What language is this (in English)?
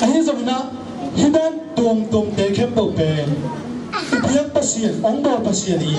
Tedim Chin